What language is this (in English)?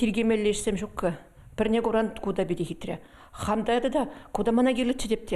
Chuvash